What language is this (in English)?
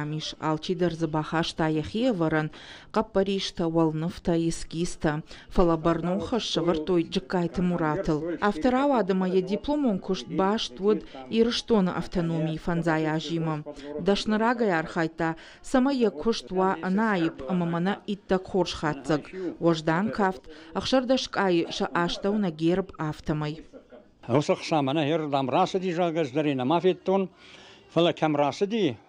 Ossetic